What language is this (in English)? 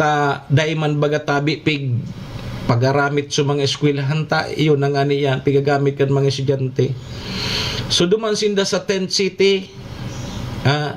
Bikol